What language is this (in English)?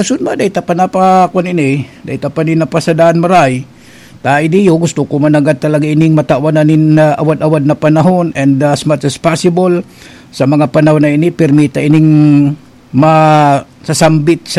Bikol